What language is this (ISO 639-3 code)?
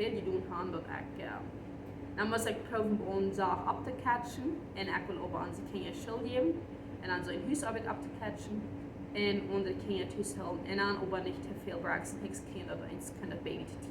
pdt